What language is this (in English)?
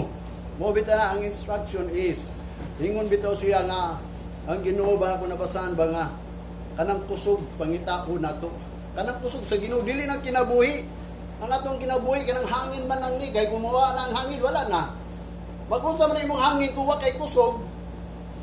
Cebuano